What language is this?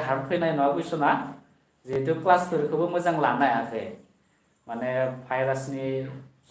Bodo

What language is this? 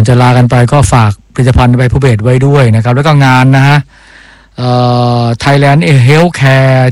Thai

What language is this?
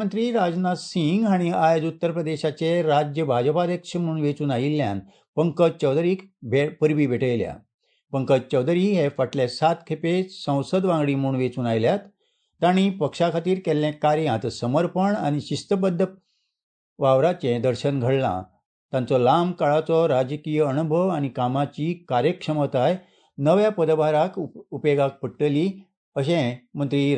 Konkani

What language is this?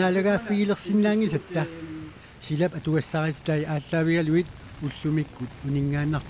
Kalaallisut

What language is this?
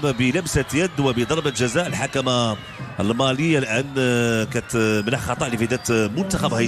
Moroccan Arabic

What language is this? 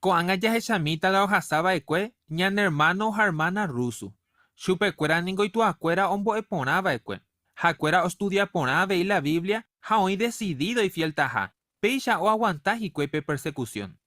Guarani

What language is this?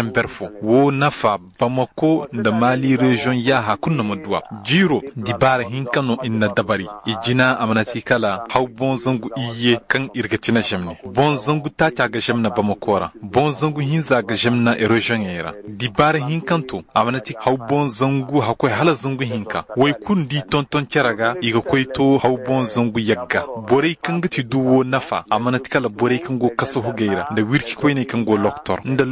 Koyraboro Senni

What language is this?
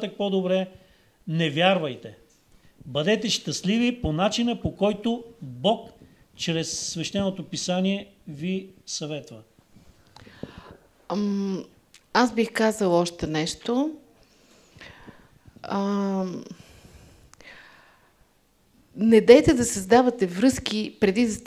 Bulgarian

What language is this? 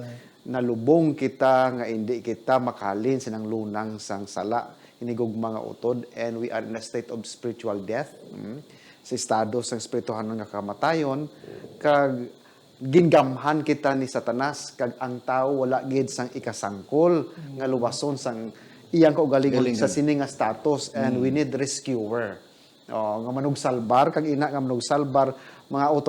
Hiligaynon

